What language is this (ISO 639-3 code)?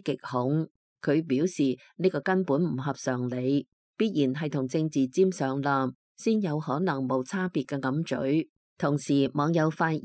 yue